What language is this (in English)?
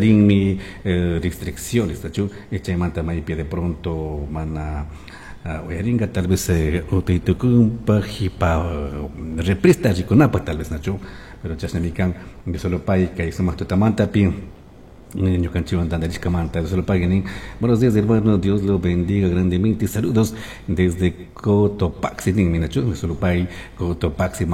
Chimborazo Highland Quichua